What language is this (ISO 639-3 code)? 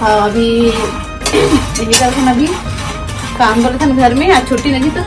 hne